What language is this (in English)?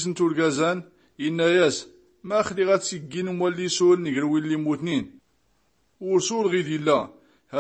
Tachelhit